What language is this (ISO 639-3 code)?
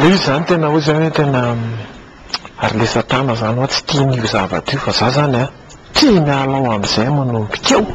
mlg